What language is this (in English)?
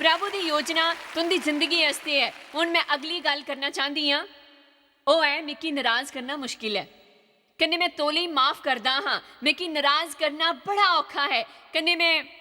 Dogri